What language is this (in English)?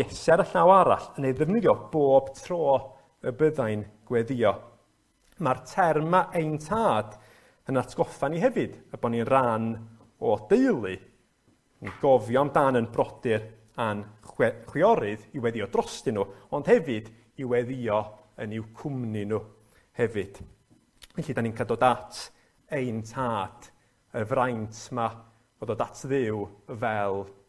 Welsh